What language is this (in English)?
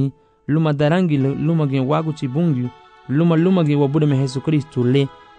Garifuna